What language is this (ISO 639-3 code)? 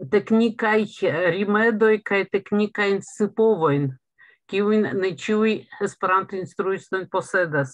epo